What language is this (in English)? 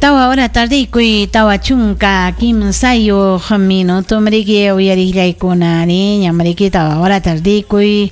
Ayacucho Quechua